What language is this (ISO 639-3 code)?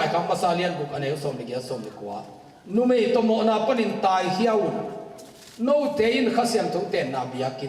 ctd